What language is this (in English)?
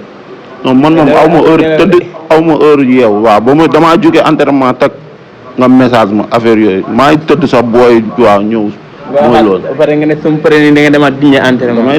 Wolof